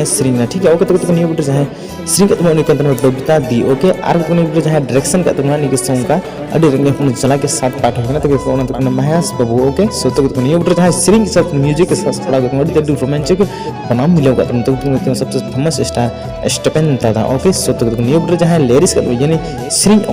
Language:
Santali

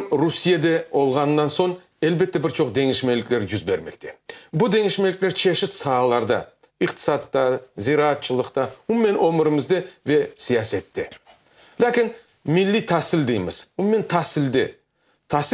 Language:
Crimean Tatar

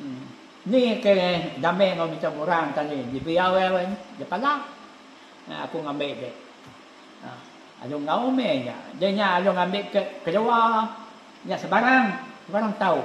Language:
Iban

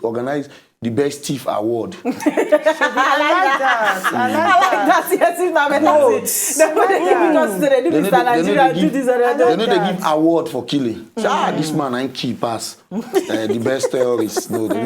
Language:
Nigerian Pidgin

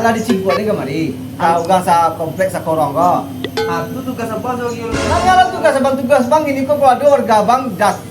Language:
Minangkabau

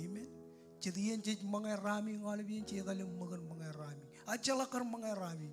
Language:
Marshallese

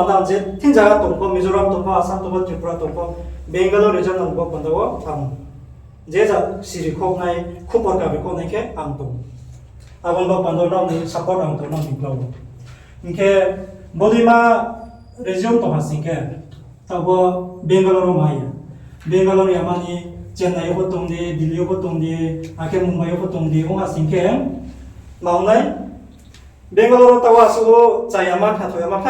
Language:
Riang (India)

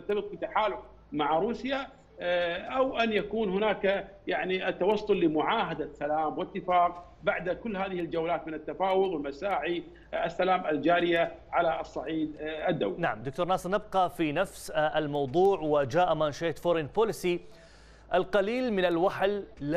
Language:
Arabic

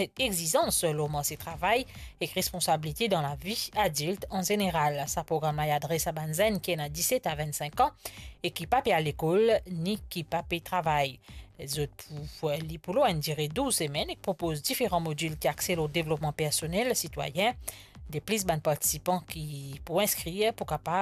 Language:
Morisyen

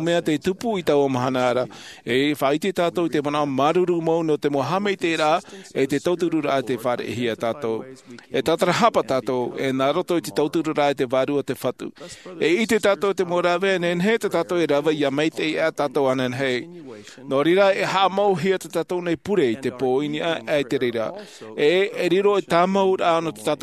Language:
Tahitian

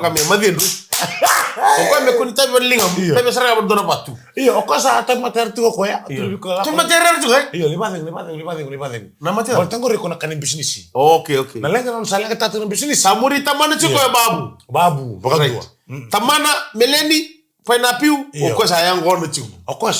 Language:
Fijian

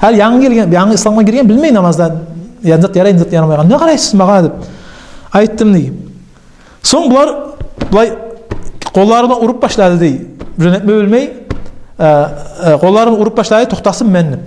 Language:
Kumyk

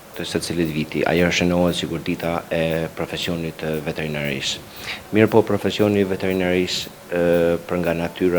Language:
Albanian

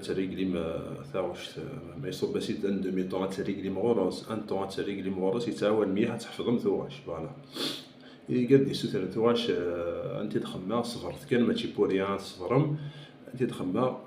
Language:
Kabyle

